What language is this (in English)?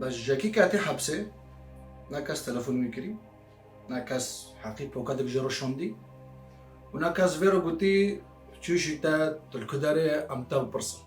Kurdish